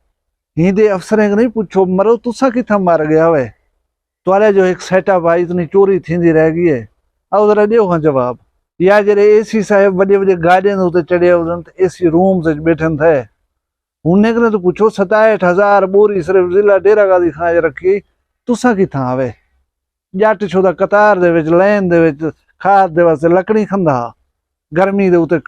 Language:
Saraiki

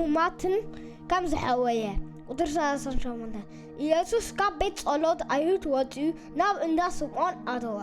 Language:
Tigrinya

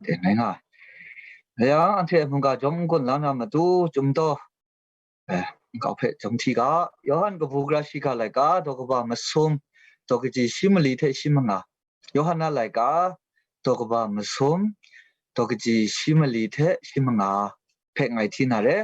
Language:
Kachin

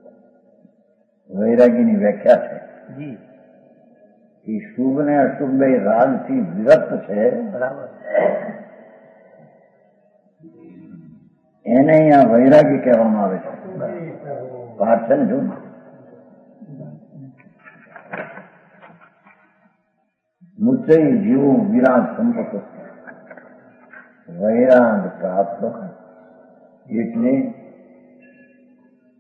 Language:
Gujarati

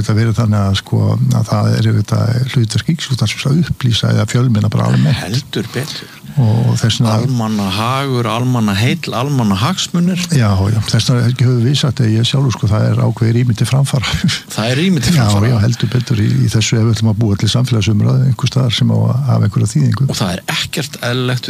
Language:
Icelandic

